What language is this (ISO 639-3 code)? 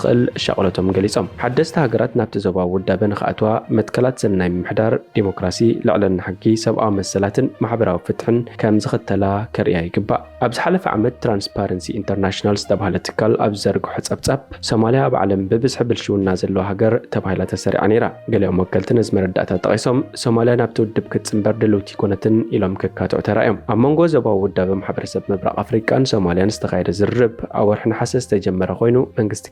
tir